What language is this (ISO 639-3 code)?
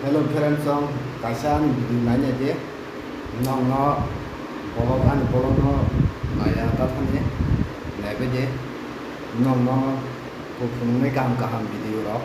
trp